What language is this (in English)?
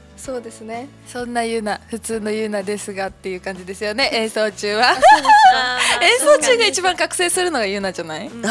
Japanese